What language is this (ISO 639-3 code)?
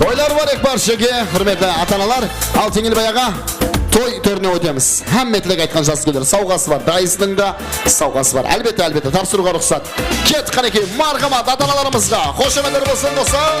kaa